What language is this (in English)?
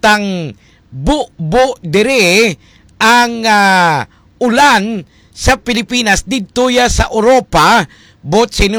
Hiligaynon